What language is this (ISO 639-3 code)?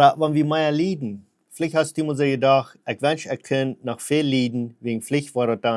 pdt